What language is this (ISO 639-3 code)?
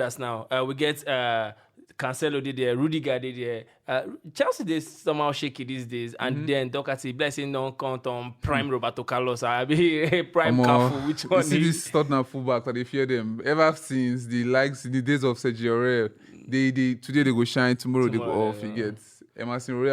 pcm